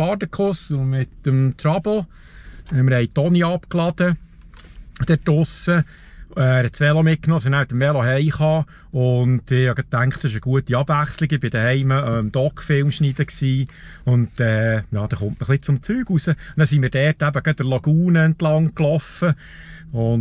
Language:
Swiss German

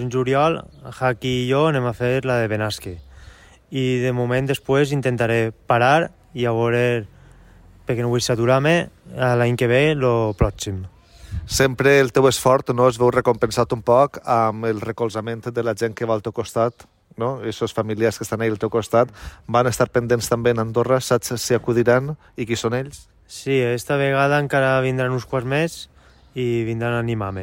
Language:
Catalan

